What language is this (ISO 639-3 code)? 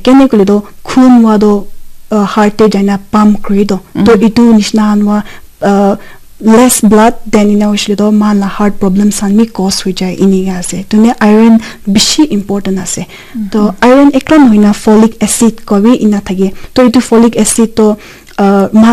nag